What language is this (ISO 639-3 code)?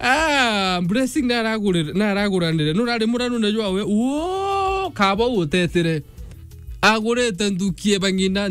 mer